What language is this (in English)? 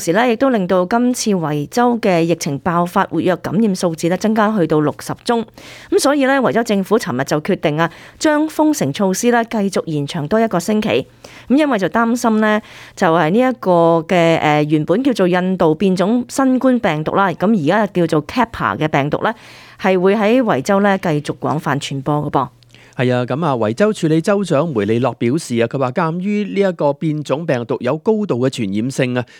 Cantonese